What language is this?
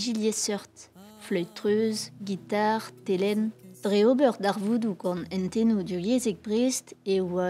Breton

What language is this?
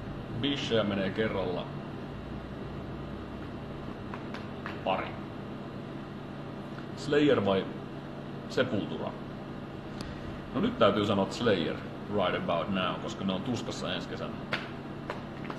Finnish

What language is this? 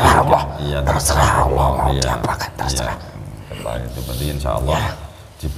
Indonesian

